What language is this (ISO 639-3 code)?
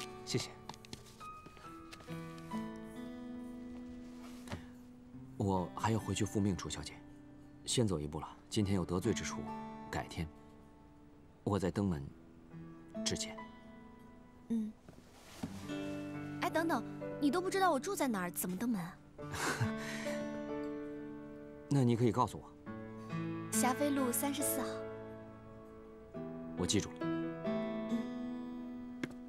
zho